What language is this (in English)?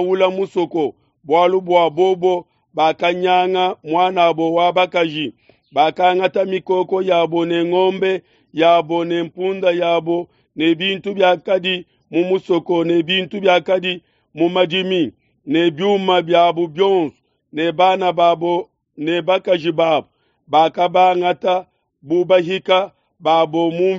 Luba-Lulua